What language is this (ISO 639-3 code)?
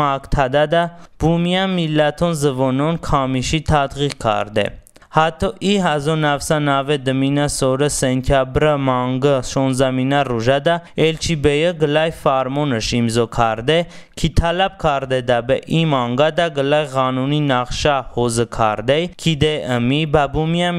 tly